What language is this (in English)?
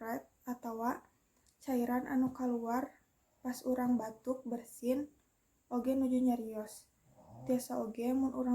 Sundanese